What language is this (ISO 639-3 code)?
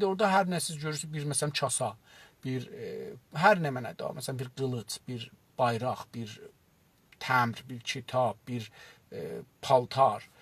azb